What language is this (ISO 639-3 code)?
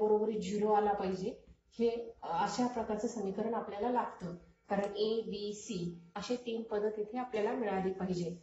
mar